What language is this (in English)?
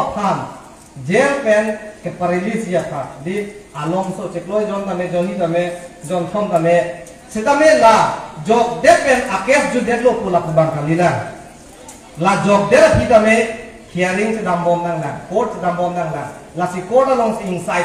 Karbi